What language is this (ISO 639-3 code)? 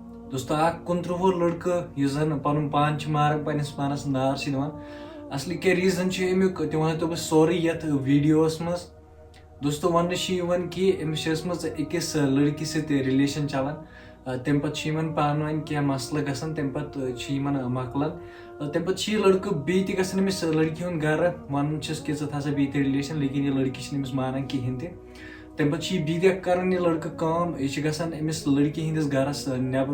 kas